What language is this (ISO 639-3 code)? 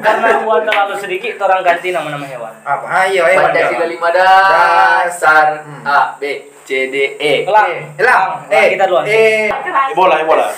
xmm